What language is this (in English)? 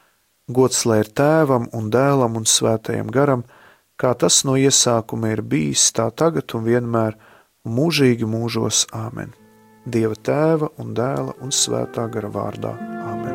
Latvian